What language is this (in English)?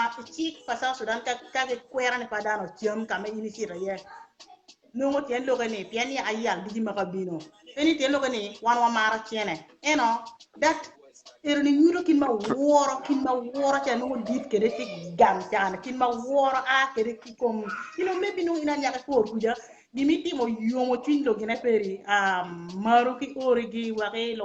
Acoli